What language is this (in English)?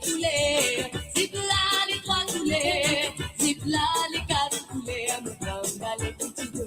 Morisyen